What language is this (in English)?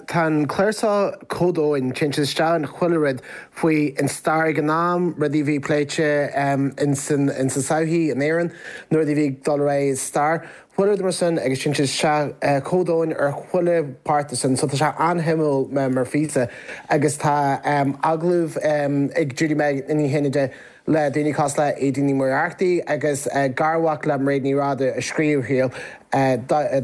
Irish